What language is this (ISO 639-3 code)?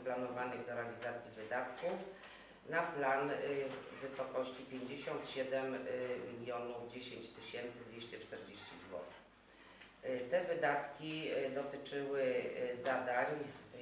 pol